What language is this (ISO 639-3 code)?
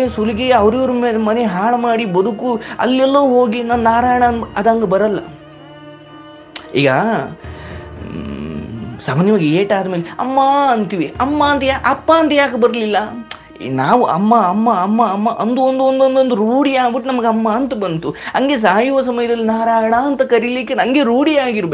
kan